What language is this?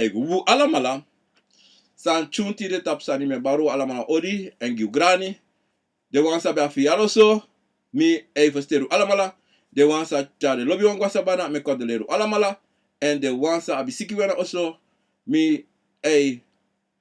Sranan Tongo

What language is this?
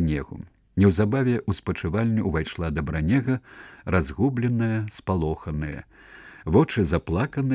Belarusian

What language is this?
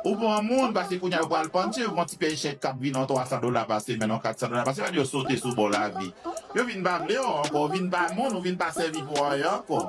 Haitian Creole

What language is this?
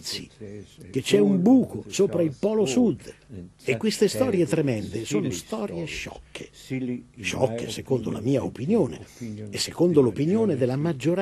Italian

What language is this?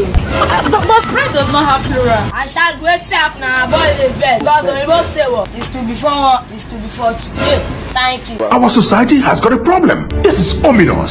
Nigerian Pidgin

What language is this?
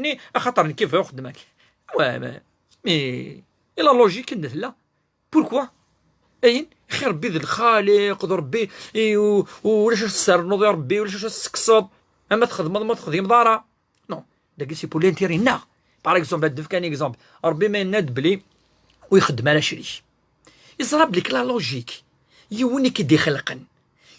Kabyle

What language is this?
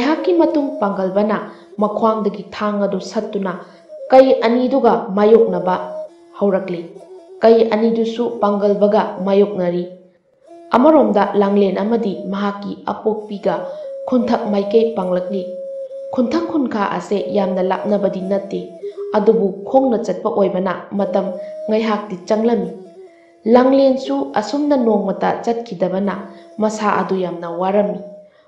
Manipuri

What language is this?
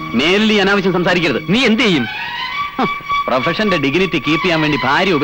Malayalam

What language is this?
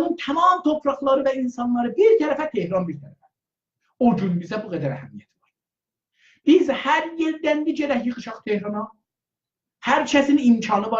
South Azerbaijani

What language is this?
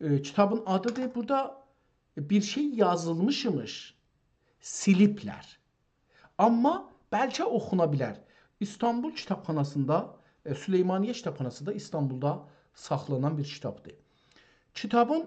South Azerbaijani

